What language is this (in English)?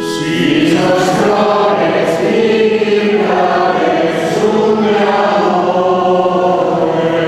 Sardinian